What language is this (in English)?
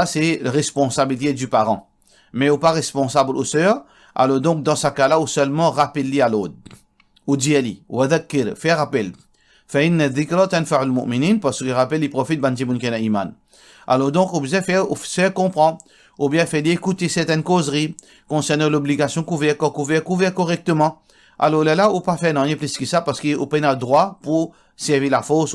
Morisyen